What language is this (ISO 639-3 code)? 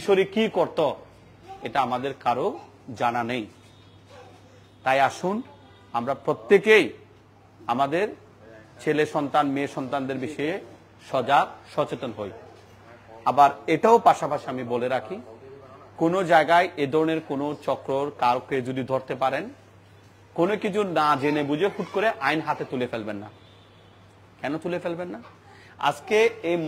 ben